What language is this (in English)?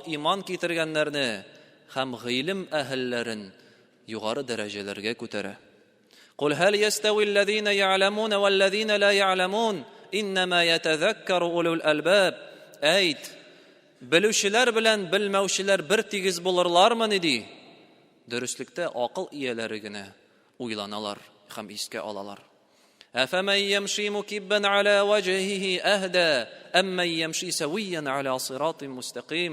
Tatar